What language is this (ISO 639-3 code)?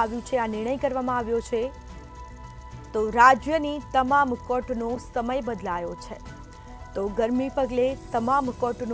guj